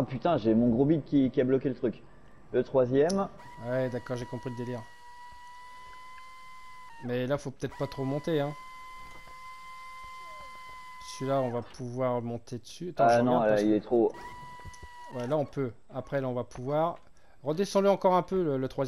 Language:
French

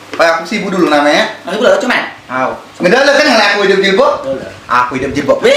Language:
Musi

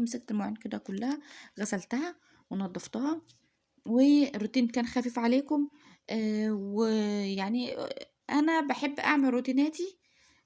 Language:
Egyptian Arabic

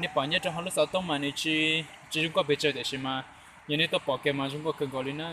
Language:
Hmong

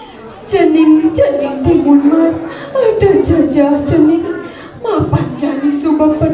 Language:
Balinese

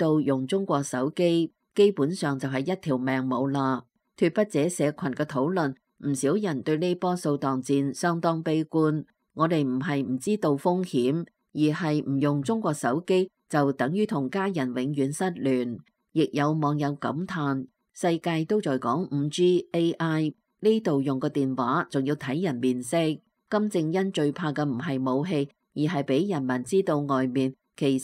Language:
Cantonese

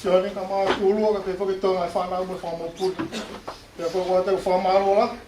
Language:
Tongan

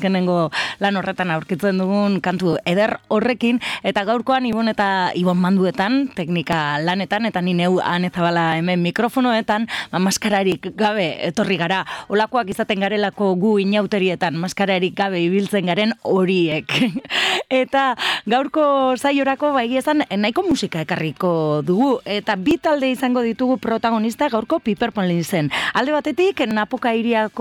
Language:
Basque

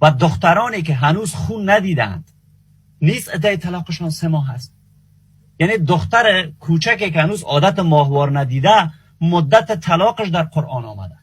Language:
Persian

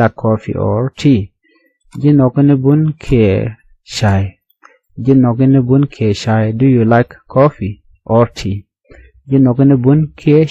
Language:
Nuer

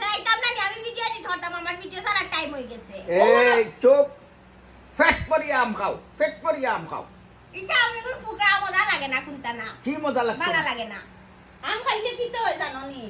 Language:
Sylheti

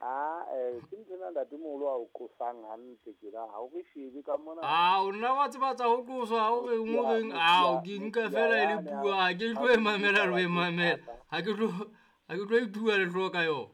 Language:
Southern Sotho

